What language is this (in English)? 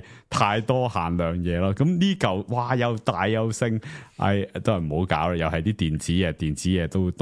Cantonese